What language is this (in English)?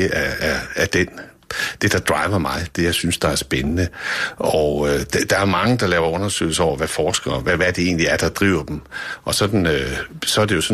Danish